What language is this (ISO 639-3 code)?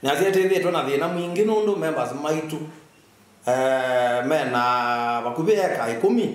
kam